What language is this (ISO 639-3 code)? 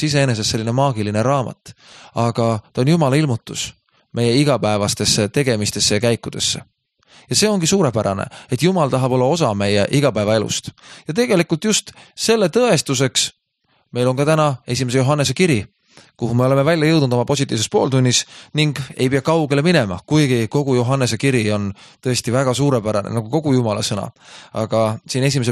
est